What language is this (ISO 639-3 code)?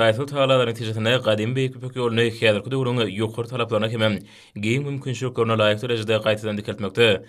tuk